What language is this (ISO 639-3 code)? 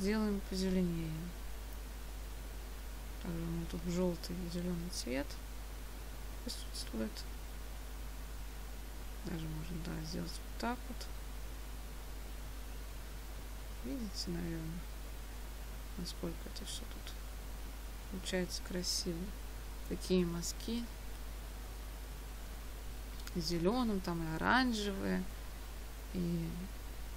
rus